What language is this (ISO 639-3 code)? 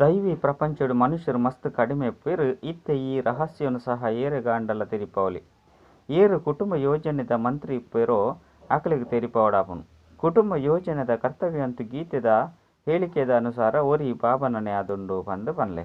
tcy